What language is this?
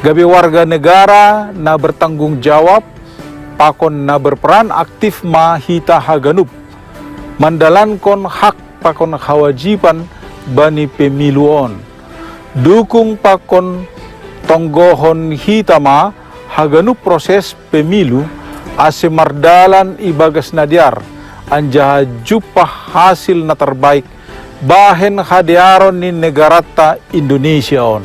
Batak Simalungun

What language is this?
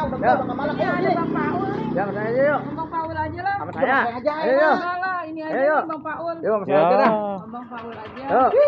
Betawi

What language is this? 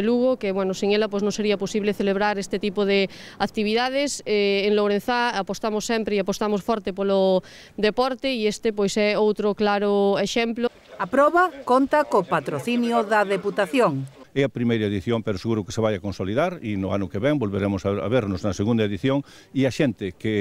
Galician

